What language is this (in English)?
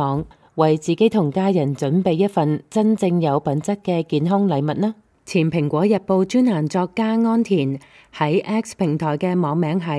Cantonese